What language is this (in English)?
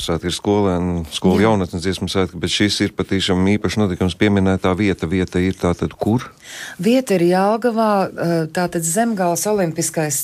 Latvian